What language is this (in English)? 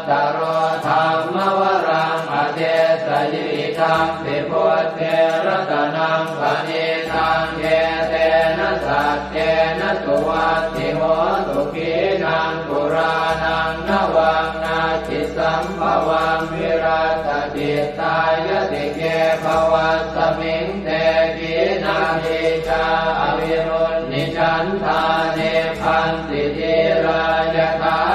Pali